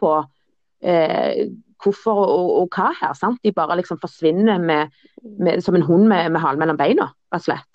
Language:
Norwegian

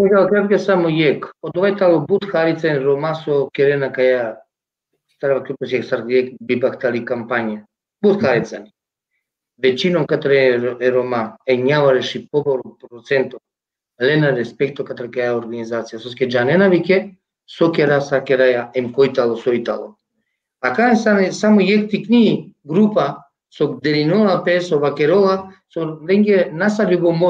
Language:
Balkan Romani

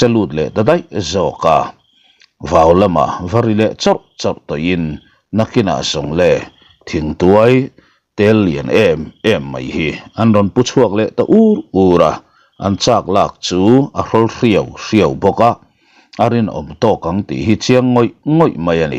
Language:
Mizo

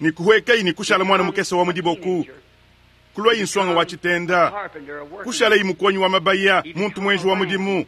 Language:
Luba-Lulua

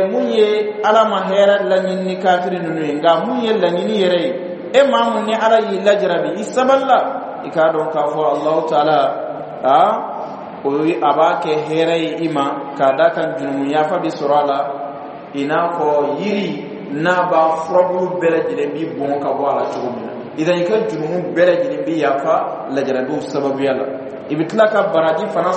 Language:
Bambara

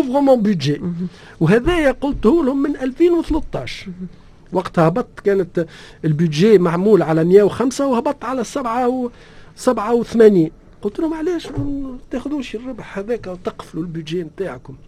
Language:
Tunisian Arabic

